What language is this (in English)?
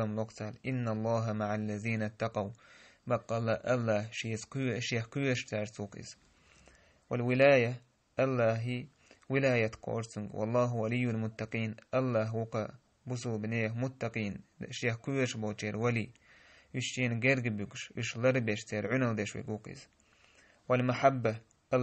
Chechen